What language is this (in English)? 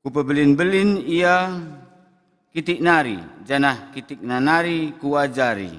Batak Karo